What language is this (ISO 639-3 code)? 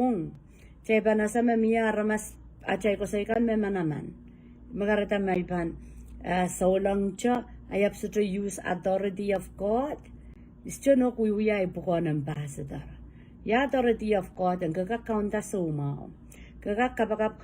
pon